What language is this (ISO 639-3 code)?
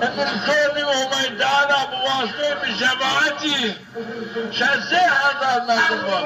zza